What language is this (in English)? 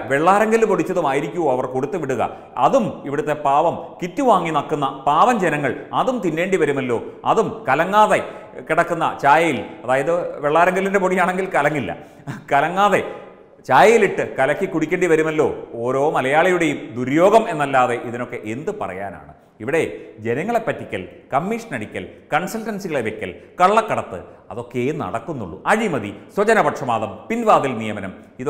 Malayalam